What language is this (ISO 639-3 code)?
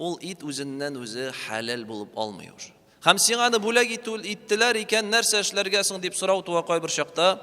tat